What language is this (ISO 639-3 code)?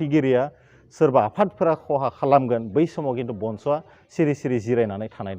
brx